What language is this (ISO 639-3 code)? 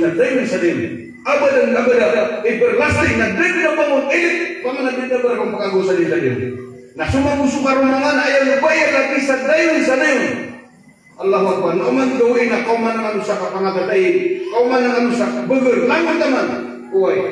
mrw